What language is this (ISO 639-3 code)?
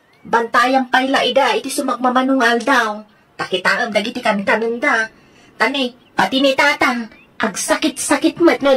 ilo